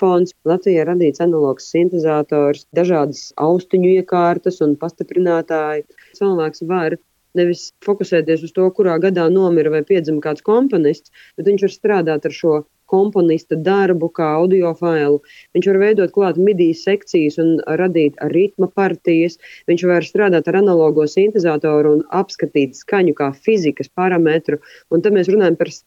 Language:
Latvian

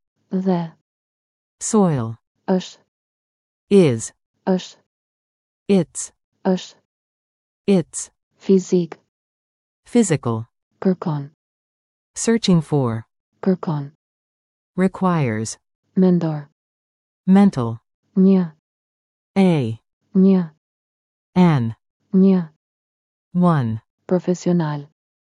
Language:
Albanian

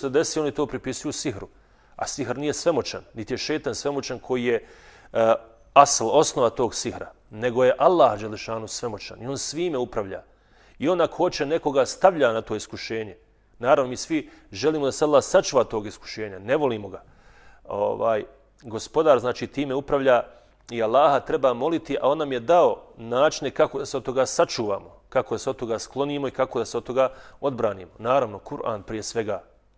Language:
Bosnian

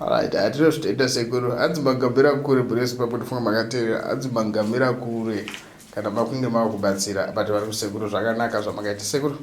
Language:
Shona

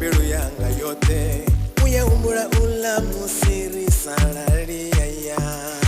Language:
Venda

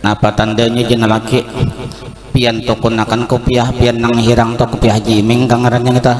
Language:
Banjar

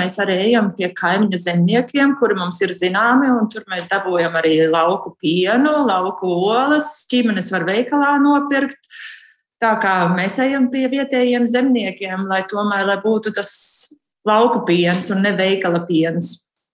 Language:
Latvian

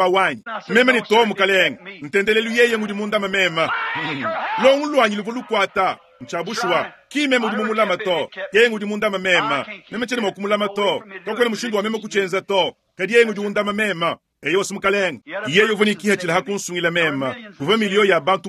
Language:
Luba-Lulua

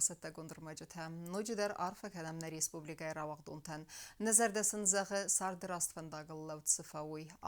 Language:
Ossetic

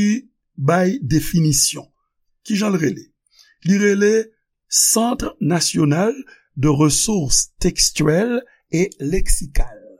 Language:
Haitian Creole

